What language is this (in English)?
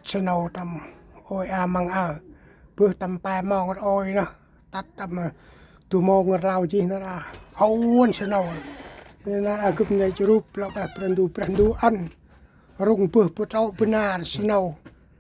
Central Mnong